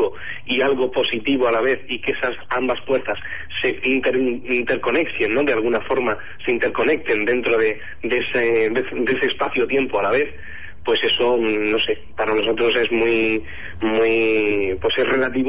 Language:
Spanish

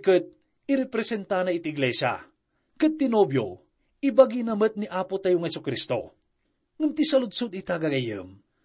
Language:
Iloko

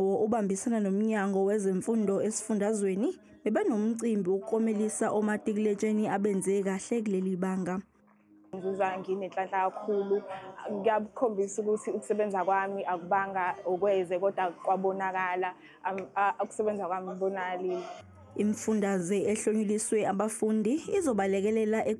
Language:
Zulu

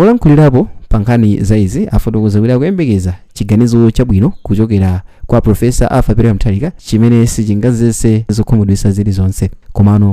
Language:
Nyanja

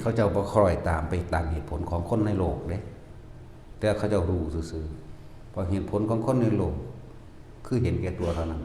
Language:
Northeastern Thai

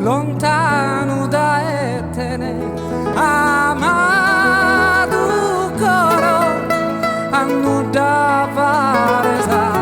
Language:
Sardinian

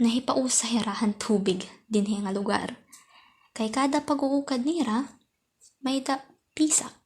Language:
Waray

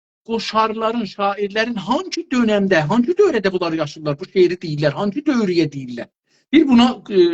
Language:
South Azerbaijani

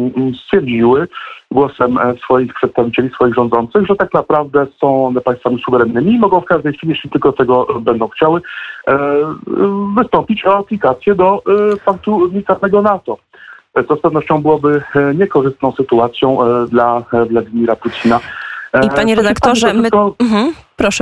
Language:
Polish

